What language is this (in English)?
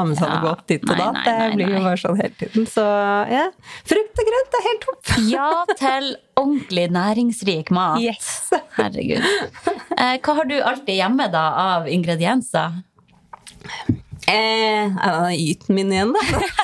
Norwegian